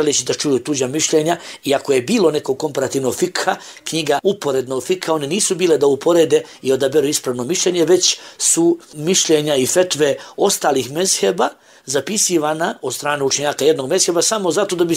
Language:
Bosnian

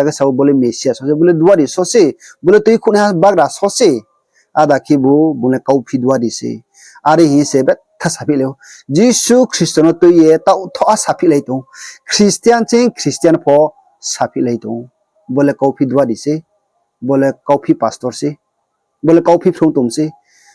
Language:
Riang (India)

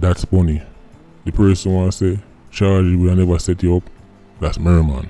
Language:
Jamaican Creole English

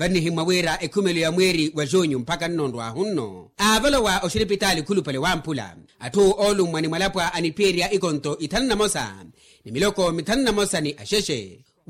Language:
Makhuwa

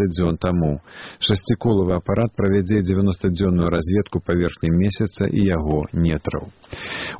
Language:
Belarusian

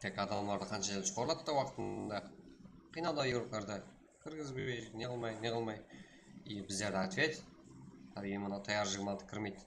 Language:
Kara-Kalpak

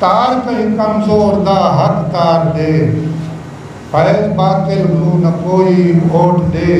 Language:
Saraiki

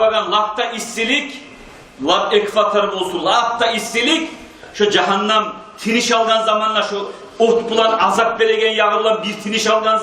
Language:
Kumyk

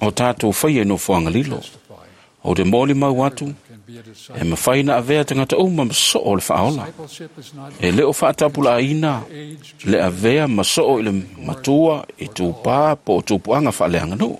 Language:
Samoan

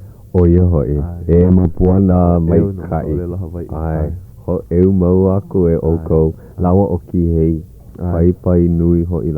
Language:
Hawaiian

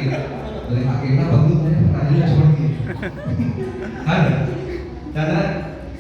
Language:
Chhattisgarhi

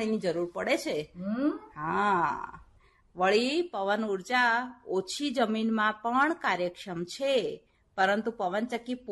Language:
Gujarati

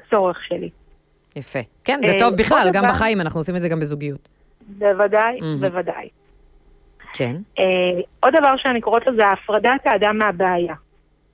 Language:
Hebrew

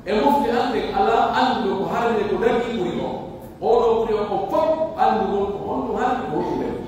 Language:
Pular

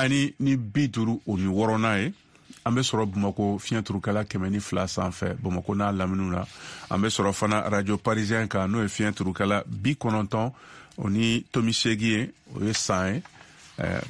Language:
Bambara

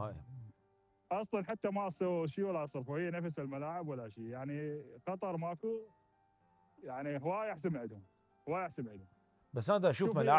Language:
Mesopotamian Arabic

